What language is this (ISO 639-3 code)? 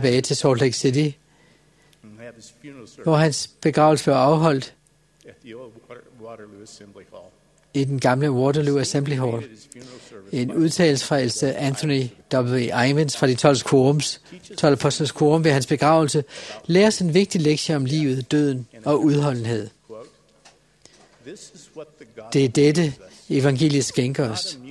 dan